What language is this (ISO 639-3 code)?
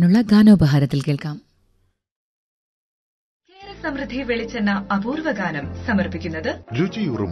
mal